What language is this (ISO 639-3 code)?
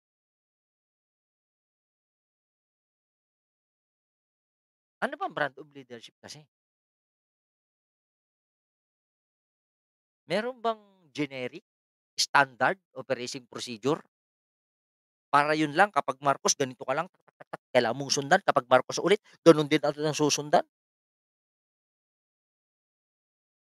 fil